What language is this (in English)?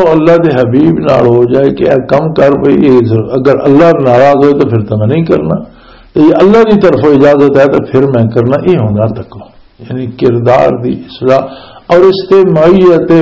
Western Panjabi